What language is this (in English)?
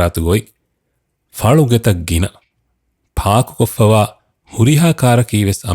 Divehi